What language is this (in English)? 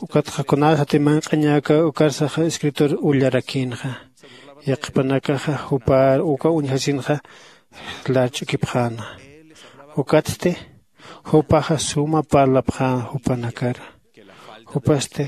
Aymara